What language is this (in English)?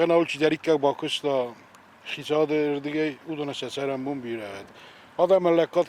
Ossetic